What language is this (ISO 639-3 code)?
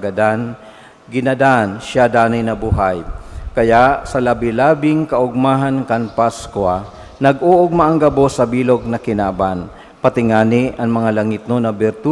bik